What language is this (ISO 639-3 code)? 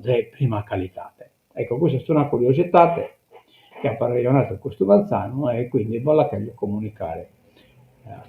srd